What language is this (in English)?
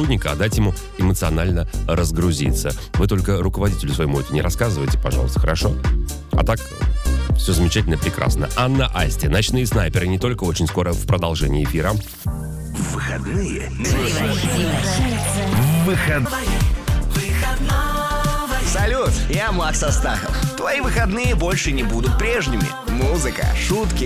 Russian